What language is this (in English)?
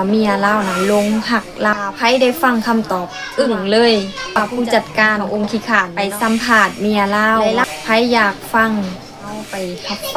Lao